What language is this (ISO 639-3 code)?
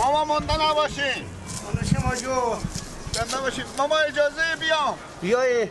fas